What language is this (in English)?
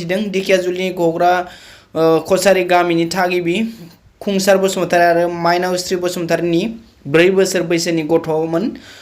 Bodo